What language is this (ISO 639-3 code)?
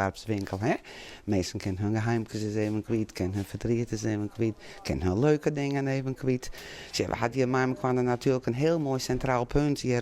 fry